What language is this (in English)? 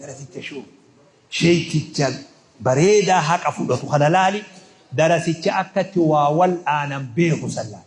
Oromo